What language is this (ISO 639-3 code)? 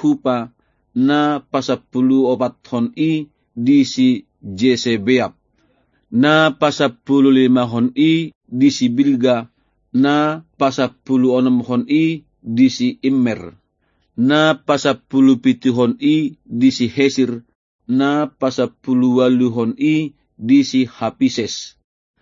bbc